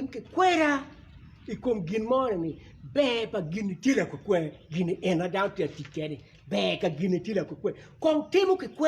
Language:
Acoli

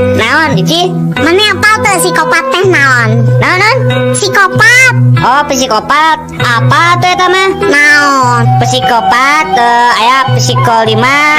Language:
Sundanese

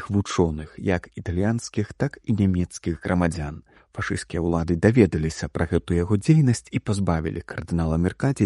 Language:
Belarusian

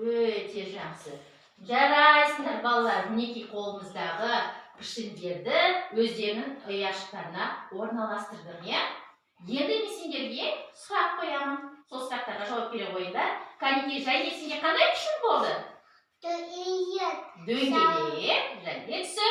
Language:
Kazakh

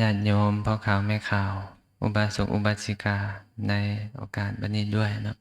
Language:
Lao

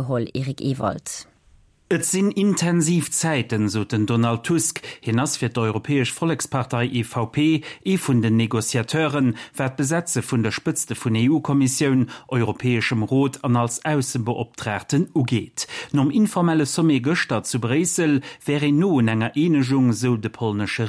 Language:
Luxembourgish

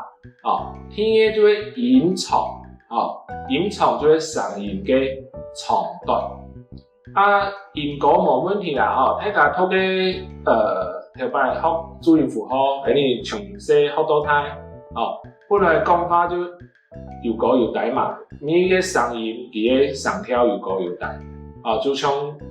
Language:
Hakka Chinese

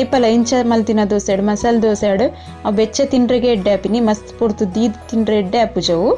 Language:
Tulu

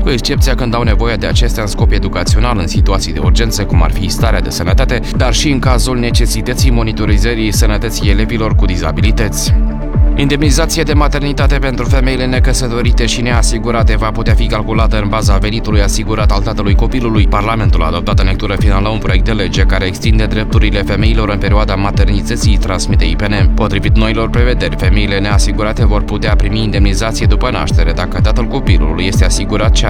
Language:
Romanian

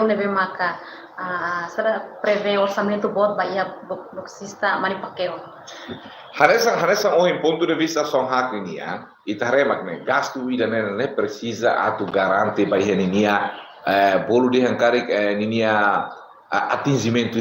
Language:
Tetum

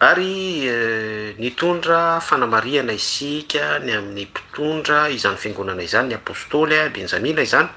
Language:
Malagasy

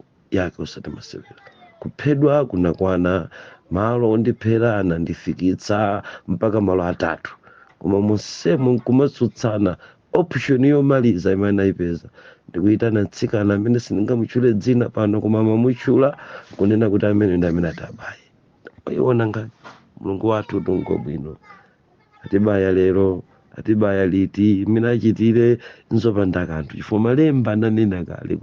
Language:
Nyanja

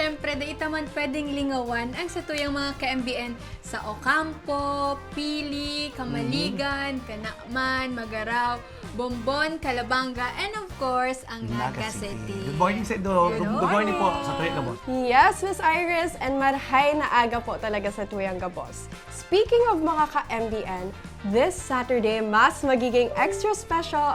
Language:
Bikol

